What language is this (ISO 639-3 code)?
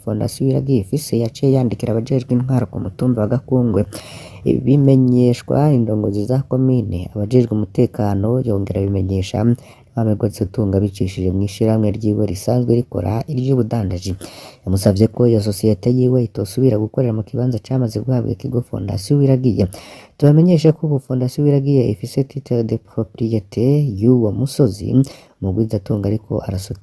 run